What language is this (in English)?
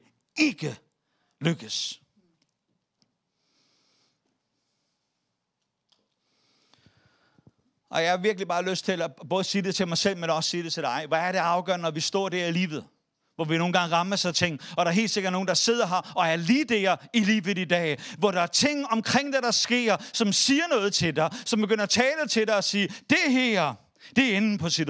Danish